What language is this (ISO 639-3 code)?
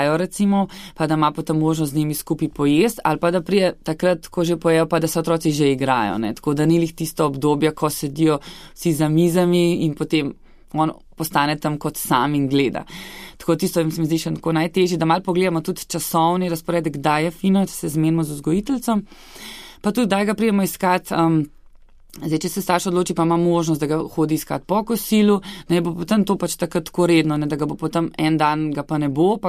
slv